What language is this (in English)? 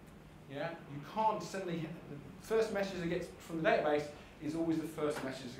English